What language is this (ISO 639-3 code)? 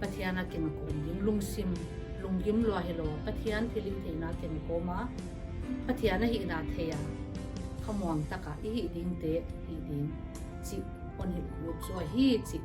pck